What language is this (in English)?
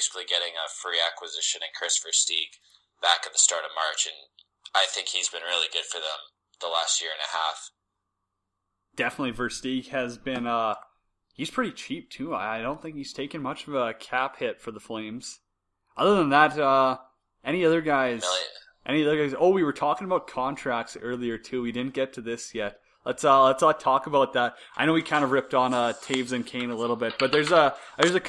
English